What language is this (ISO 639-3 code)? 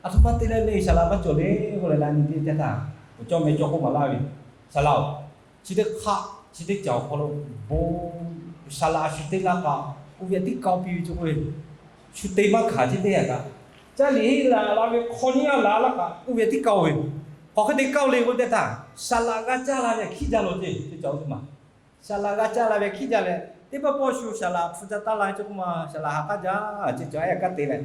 lhu